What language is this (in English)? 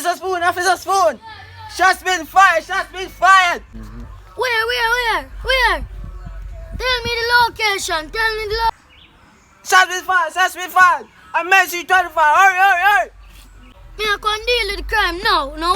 Jamaican Creole English